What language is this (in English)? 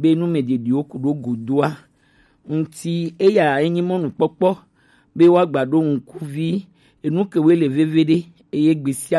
Gen